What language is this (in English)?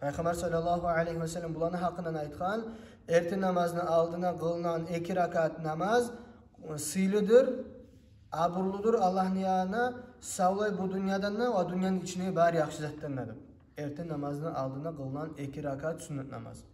Kumyk